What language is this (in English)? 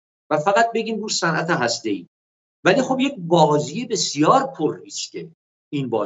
Persian